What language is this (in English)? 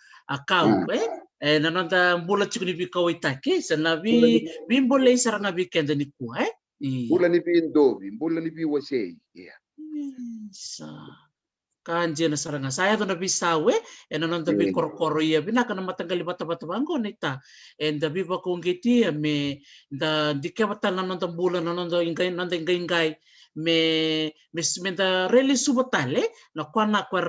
Fijian